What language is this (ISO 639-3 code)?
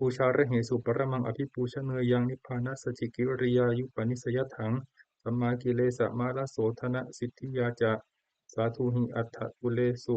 pli